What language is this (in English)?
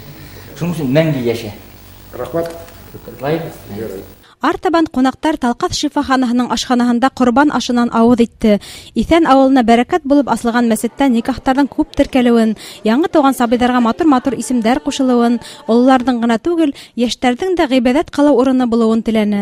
Bashkir